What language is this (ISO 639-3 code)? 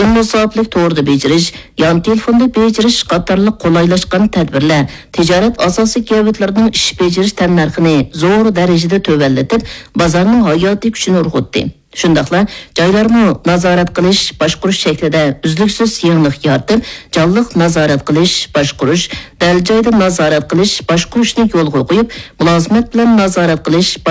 uig